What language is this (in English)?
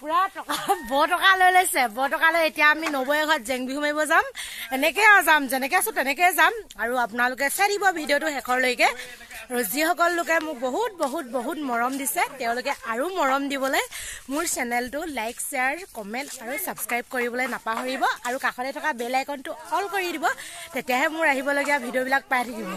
Assamese